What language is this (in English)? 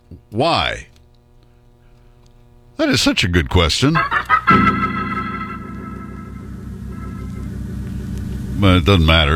English